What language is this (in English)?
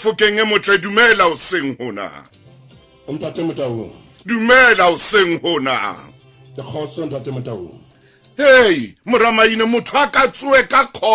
Southern Sotho